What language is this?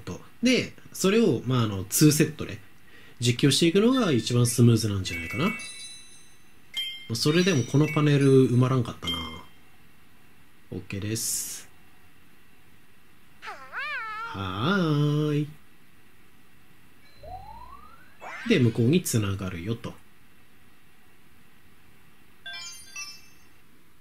Japanese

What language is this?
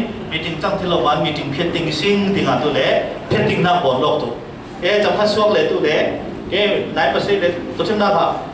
Falam Chin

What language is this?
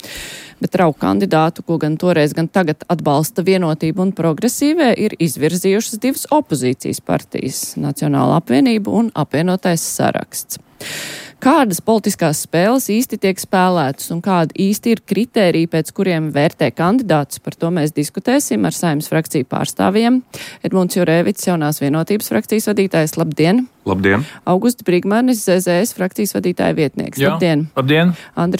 Latvian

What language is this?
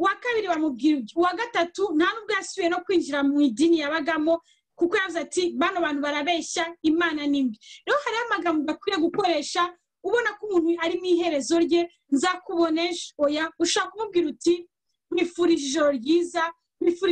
Kinyarwanda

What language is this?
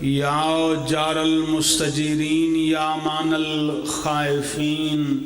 Pahari-Potwari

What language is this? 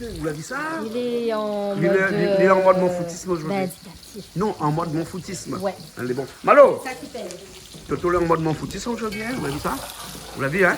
Réunion Creole French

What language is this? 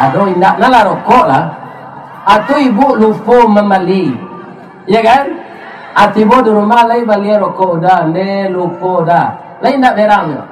Minangkabau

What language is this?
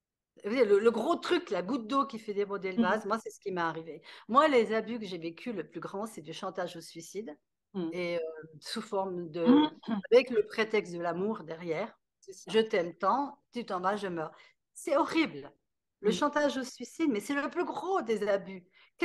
French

